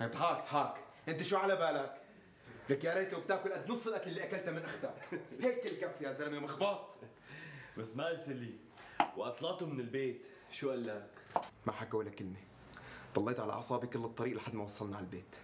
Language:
North Levantine Arabic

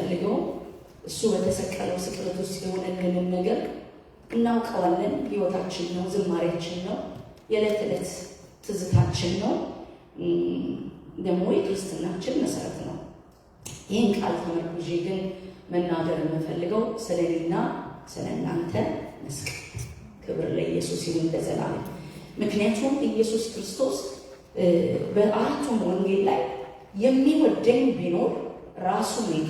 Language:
Amharic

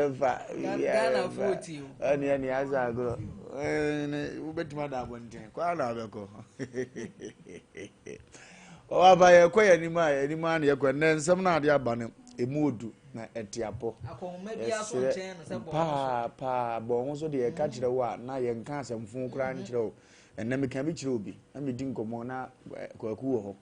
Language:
Akan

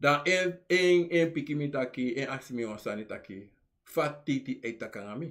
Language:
Sranan Tongo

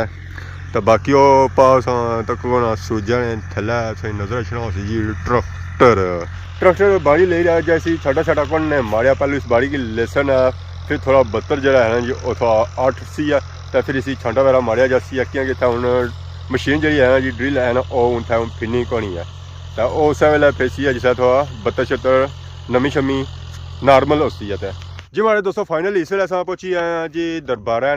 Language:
Pahari-Potwari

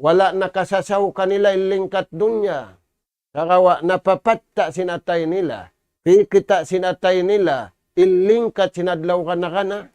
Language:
Tausug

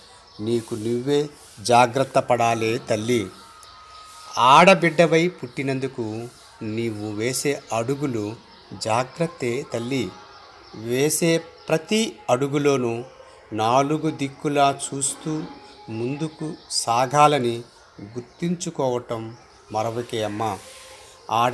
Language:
Telugu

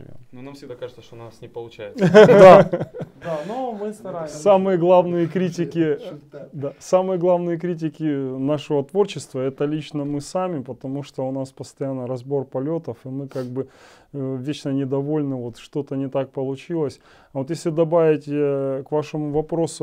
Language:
Russian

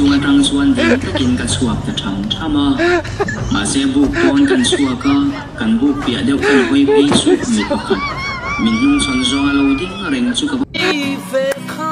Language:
Mizo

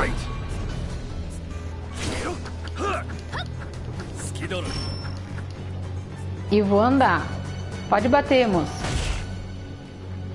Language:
Portuguese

